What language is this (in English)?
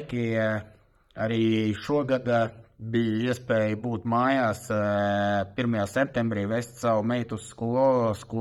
Latvian